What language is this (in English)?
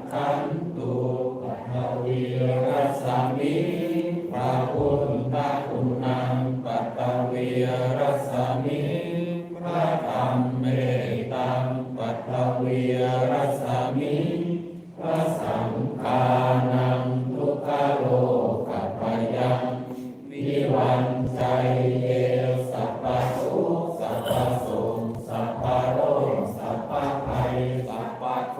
Pali